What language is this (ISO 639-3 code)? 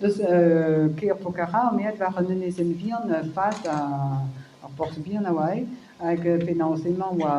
bre